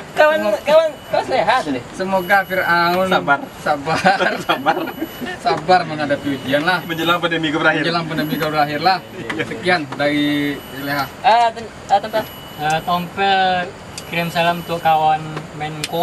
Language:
Minangkabau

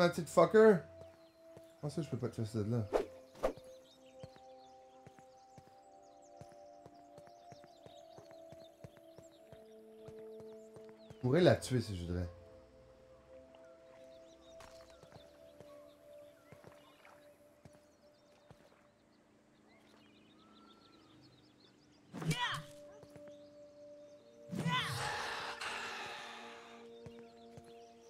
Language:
French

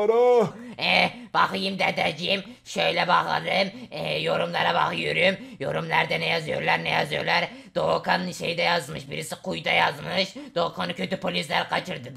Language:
Turkish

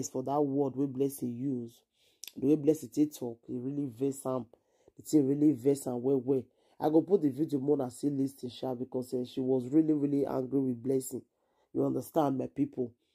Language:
Nigerian Pidgin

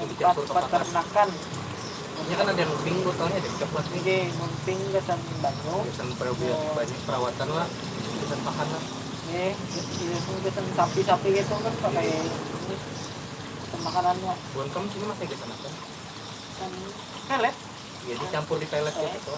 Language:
Banjar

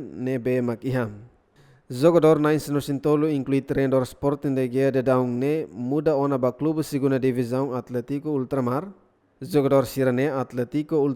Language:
Tetum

